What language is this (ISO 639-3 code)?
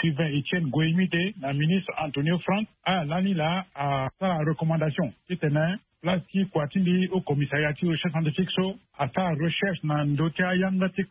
sag